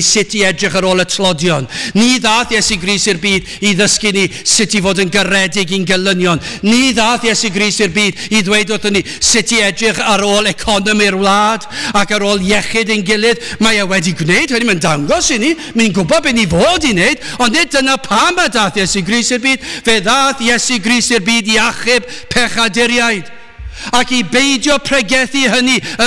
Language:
Welsh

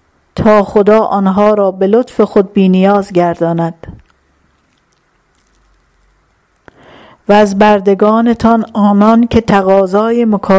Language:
Persian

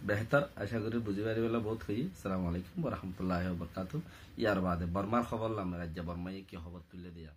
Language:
Rohingya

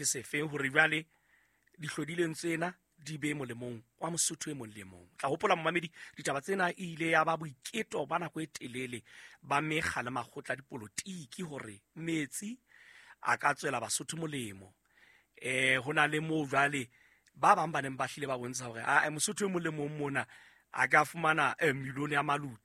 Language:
Southern Sotho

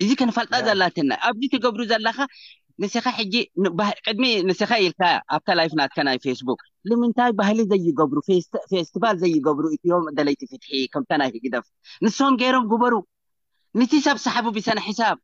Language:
Tigrinya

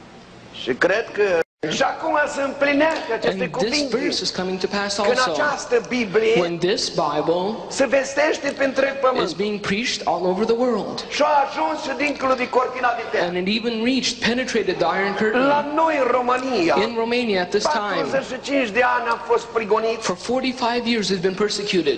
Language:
Romanian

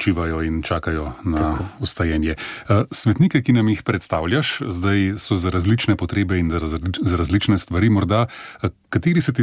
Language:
Slovenian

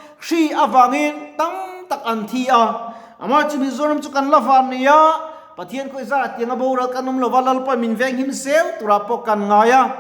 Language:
Mizo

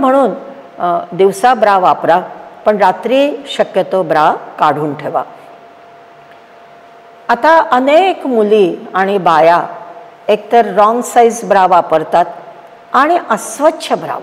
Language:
Marathi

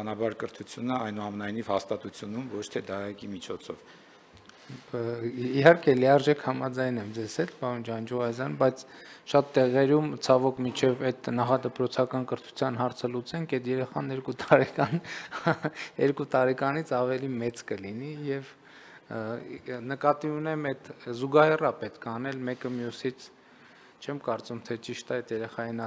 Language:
Armenian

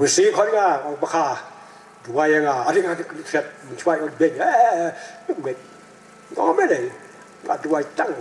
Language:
Khasi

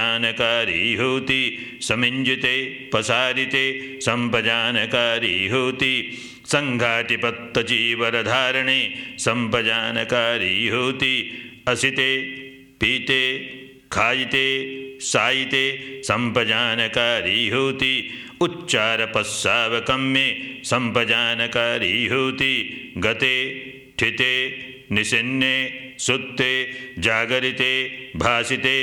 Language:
Pali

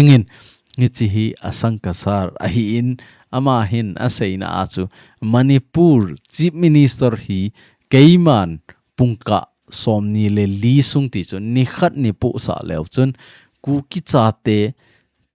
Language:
Thado Chin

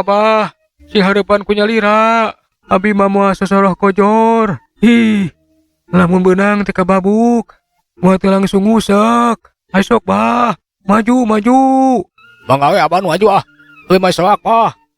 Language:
Sundanese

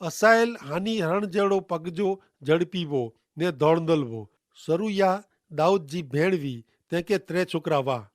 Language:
Kachhi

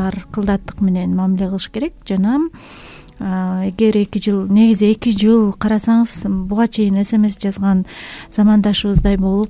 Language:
Kyrgyz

